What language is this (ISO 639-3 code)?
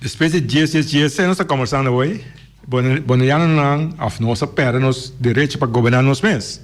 pap